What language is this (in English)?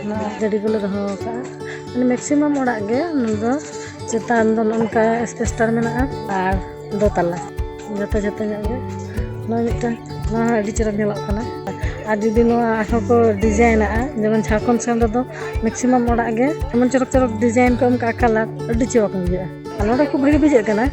Santali